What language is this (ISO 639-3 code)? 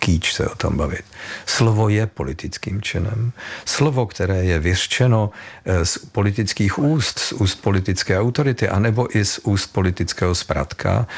ces